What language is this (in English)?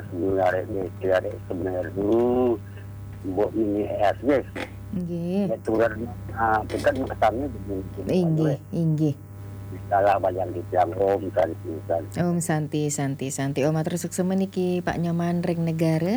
Balinese